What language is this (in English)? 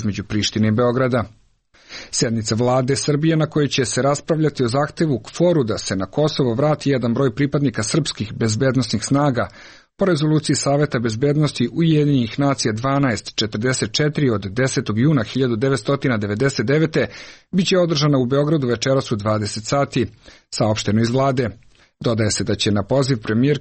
Serbian